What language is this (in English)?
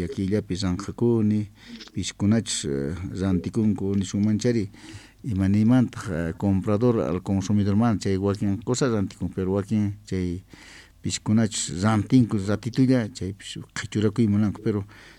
Quechua